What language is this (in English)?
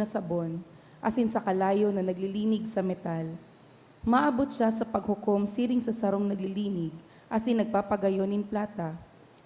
Bikol